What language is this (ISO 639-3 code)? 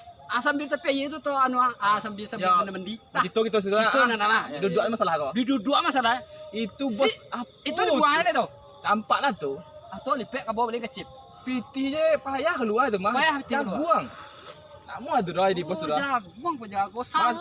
min